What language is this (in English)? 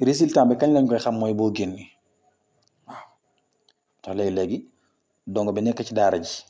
Wolof